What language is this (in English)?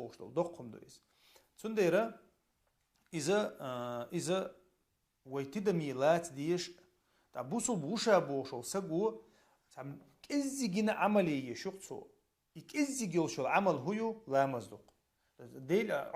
Chechen